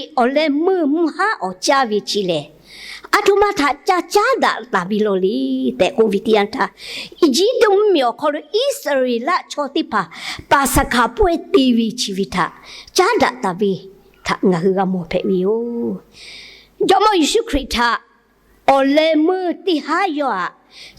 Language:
Lahu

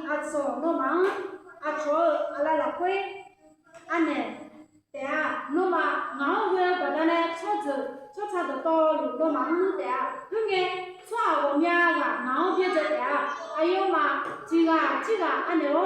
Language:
Akha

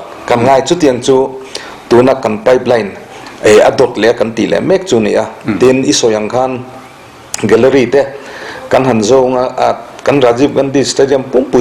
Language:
Mizo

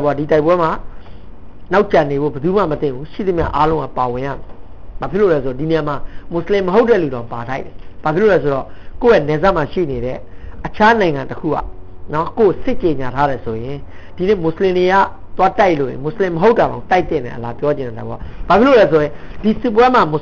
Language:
Burmese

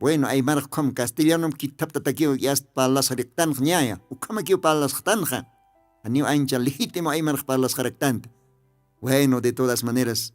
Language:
Aymara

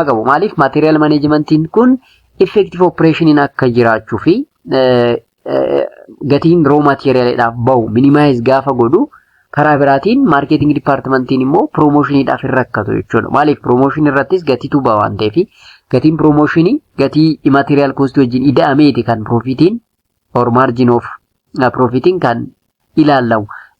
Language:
Oromo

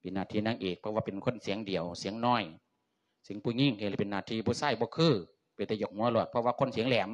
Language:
Lao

